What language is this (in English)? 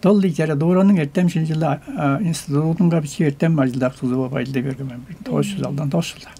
Tuvinian